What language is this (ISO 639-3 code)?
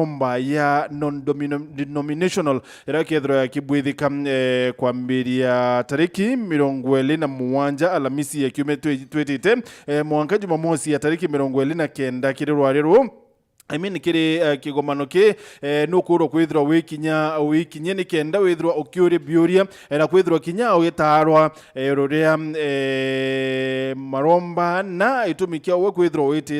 mer